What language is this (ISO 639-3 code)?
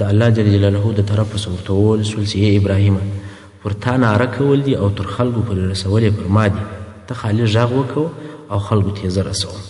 pus